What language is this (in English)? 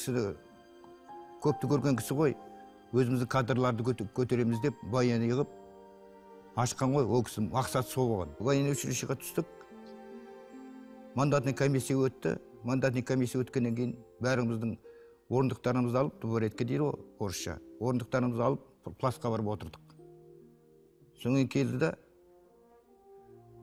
Kazakh